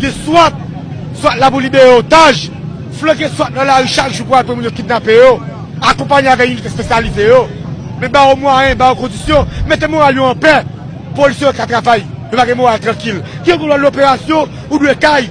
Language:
Haitian Creole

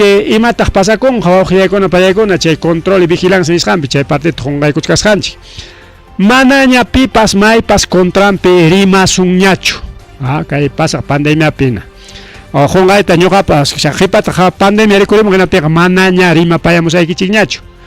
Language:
Ayacucho Quechua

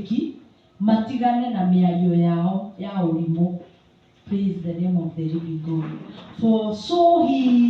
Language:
Swahili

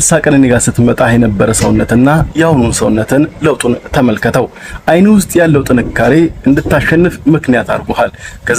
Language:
Amharic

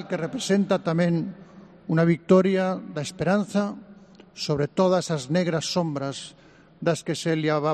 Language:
Galician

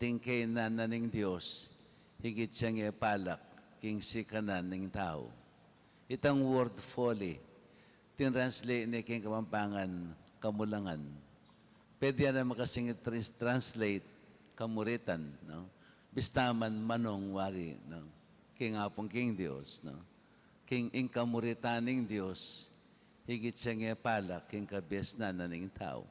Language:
Pampanga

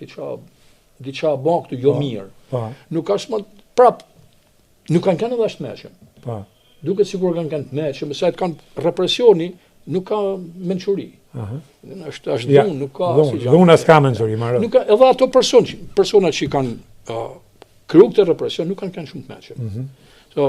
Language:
Albanian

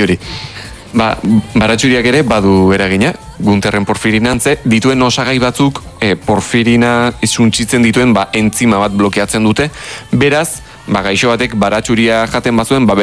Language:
Basque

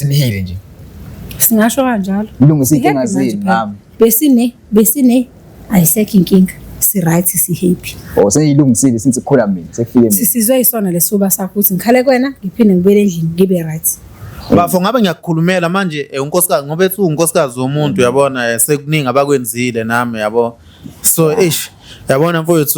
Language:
Zulu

